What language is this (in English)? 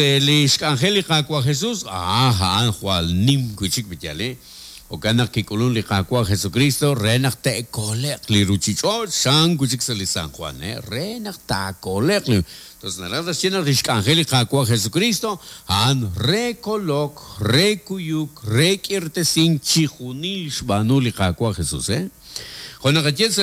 Kekchí